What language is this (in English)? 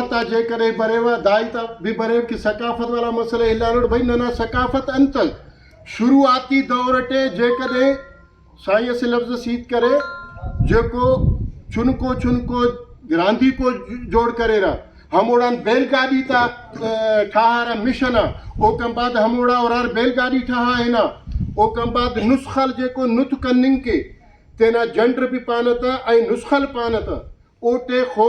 Brahui